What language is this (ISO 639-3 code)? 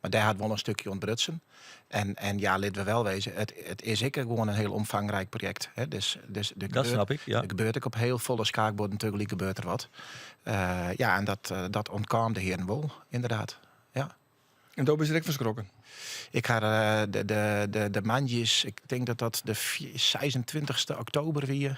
fry